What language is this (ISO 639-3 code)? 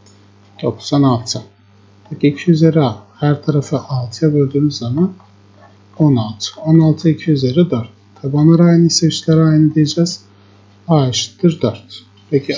tur